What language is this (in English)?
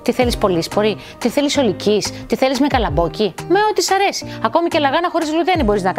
Greek